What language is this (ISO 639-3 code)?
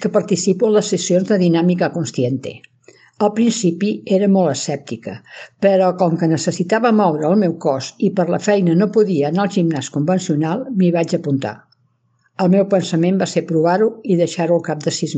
cat